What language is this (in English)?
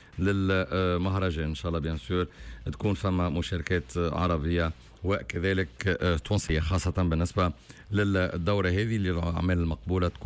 Tunisian Arabic